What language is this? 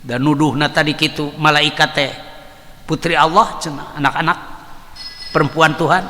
Sundanese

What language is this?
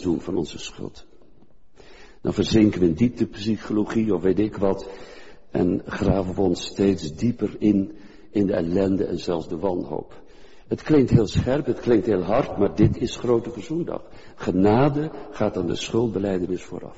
Dutch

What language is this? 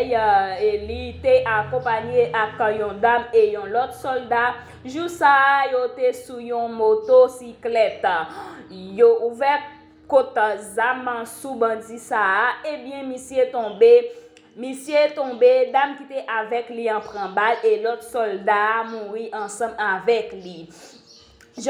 Haitian Creole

